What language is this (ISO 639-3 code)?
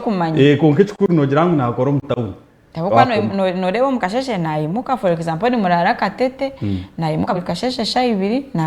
nyn